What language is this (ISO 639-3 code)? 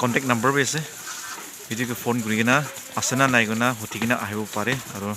nag